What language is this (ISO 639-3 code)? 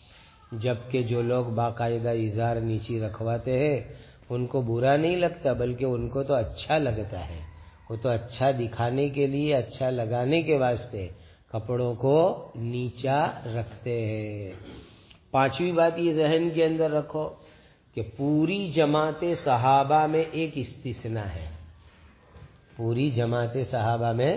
urd